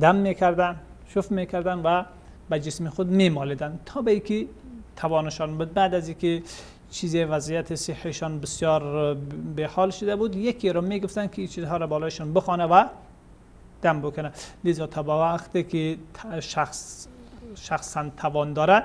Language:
Persian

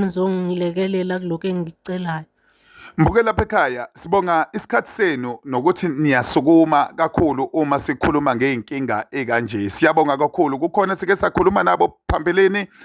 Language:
Zulu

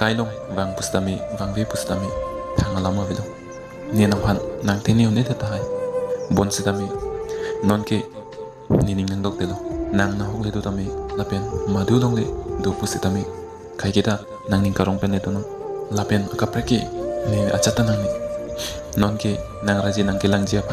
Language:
Karbi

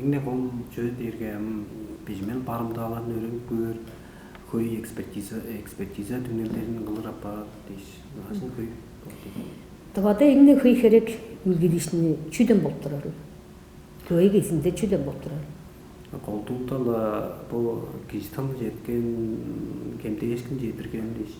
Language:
Tuvinian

